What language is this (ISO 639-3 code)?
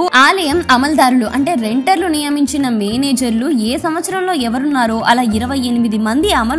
tel